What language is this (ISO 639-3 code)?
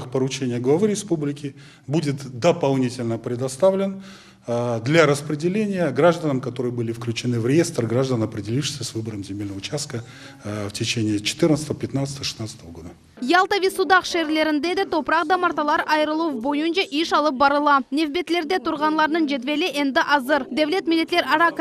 crh